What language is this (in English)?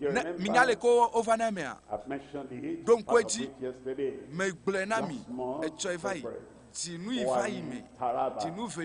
Ewe